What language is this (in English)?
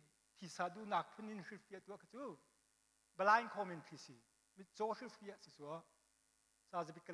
Hakha Chin